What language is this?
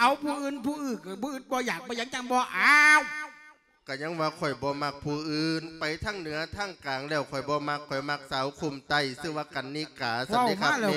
Lao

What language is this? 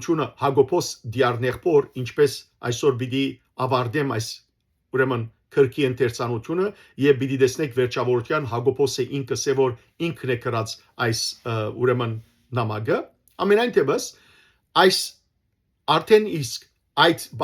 Western Armenian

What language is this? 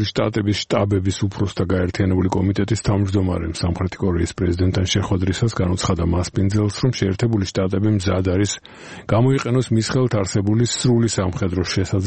Georgian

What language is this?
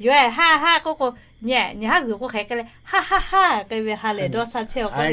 Lahu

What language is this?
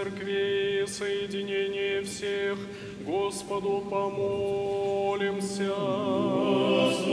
Russian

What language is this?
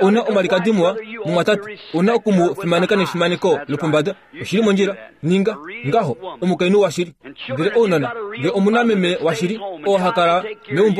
Kuanyama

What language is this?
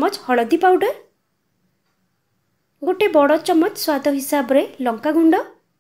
Odia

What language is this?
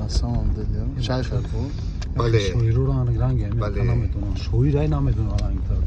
Tajik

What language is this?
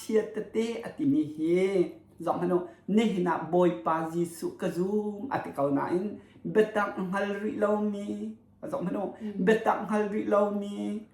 Hakha Chin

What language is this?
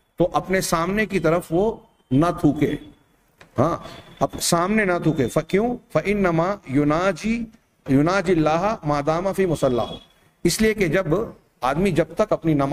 Urdu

